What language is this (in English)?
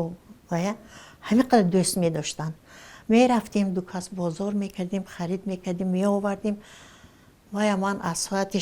Tajik